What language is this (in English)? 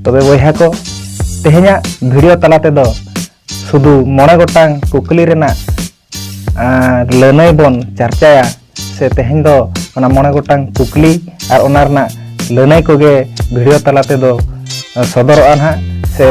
Santali